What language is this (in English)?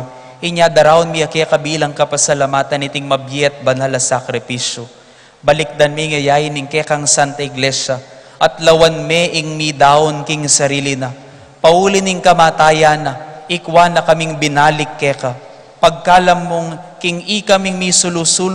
Pampanga